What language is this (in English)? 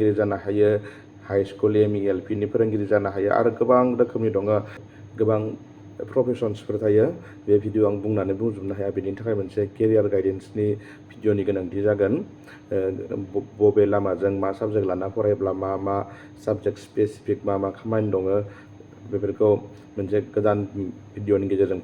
Bodo